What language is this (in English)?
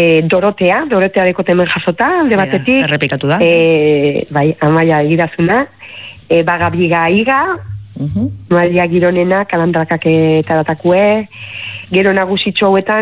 Basque